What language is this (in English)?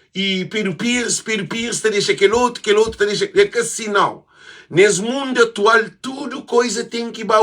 Kabuverdianu